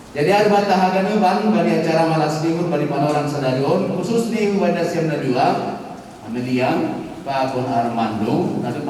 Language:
Batak Simalungun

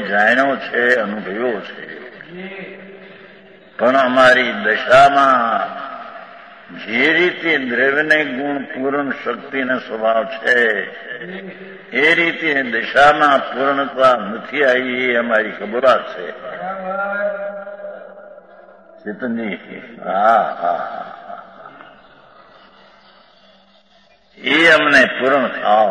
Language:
Gujarati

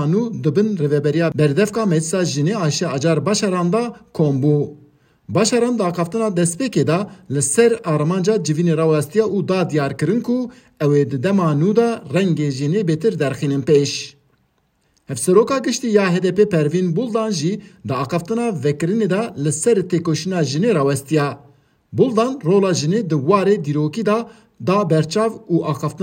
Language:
Kurdish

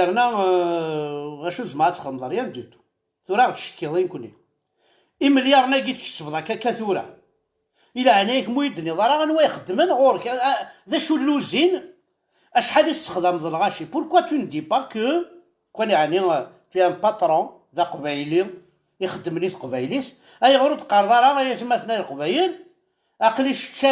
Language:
Kabyle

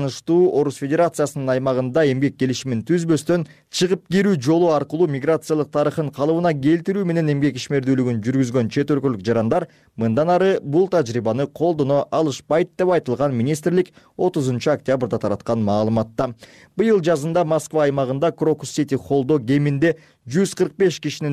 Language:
Kyrgyz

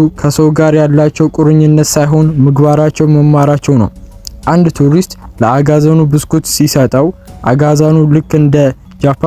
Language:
Amharic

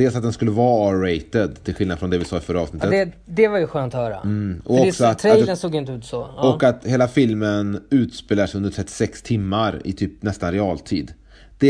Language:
Swedish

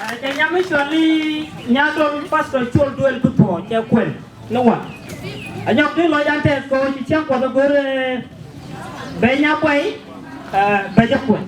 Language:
Nuer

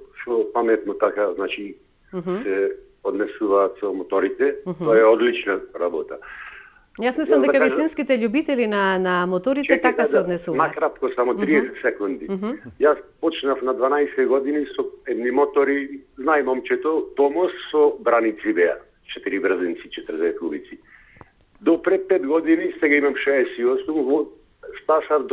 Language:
Macedonian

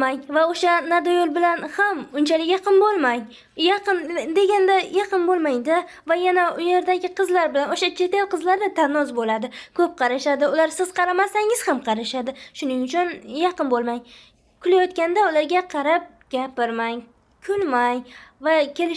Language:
Uzbek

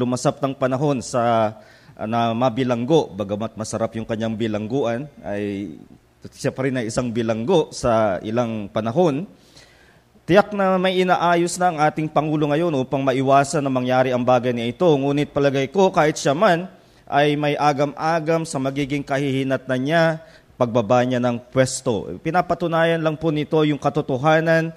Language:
Filipino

